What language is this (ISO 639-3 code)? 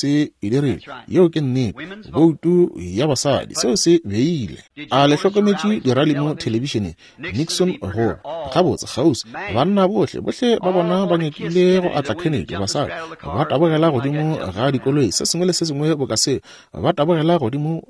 nso